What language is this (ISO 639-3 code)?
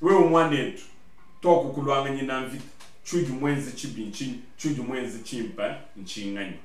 lua